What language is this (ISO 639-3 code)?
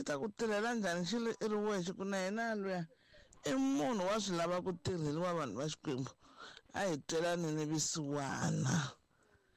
tso